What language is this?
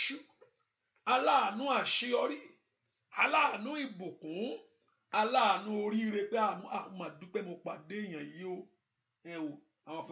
Yoruba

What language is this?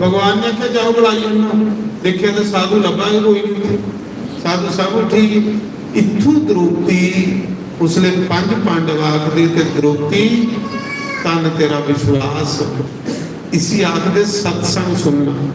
Dogri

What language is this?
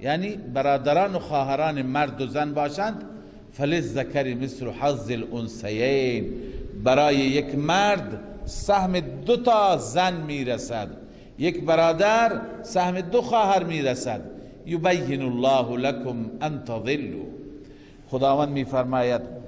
Persian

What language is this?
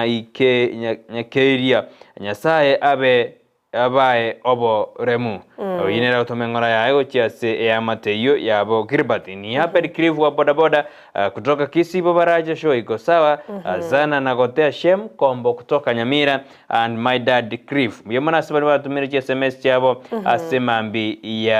Gusii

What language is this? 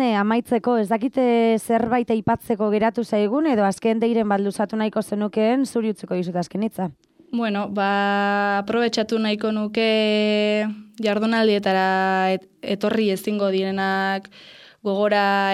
Basque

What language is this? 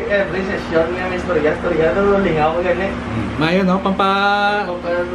Hiligaynon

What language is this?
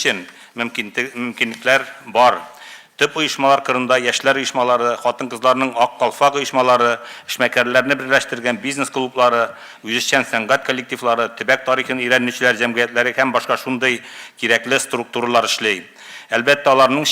Tatar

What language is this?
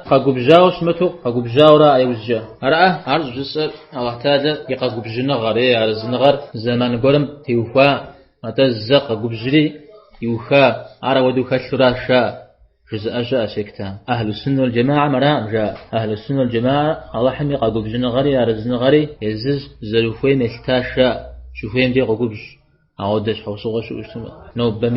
Kabardian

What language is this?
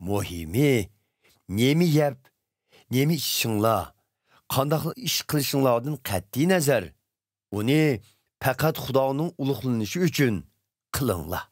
Uyghur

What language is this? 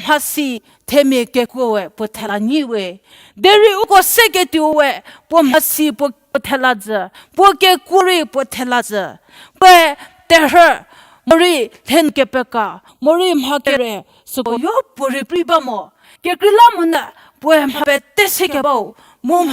Angami Naga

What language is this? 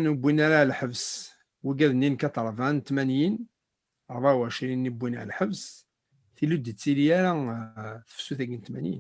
Kabyle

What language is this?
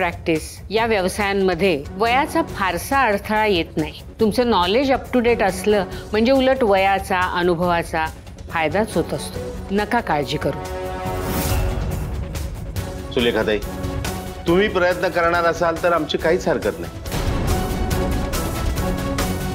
Marathi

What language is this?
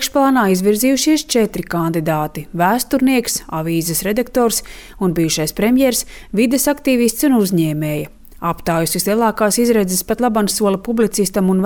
Latvian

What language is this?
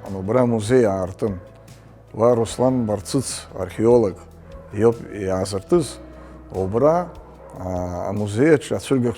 Abkhazian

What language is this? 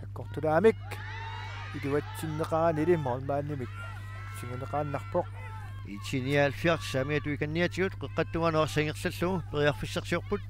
Kalaallisut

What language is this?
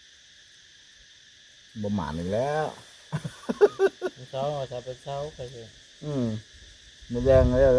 Lao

